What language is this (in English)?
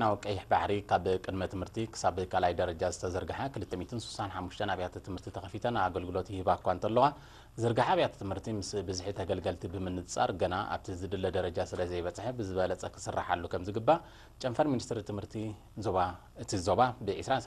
Tigrinya